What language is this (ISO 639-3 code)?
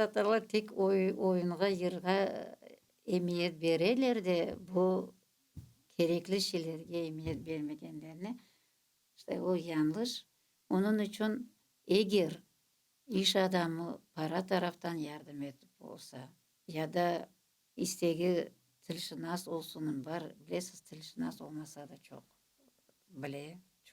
crh